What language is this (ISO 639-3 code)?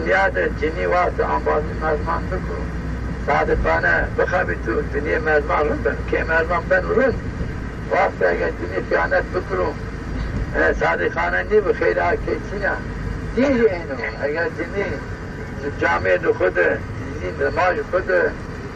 zza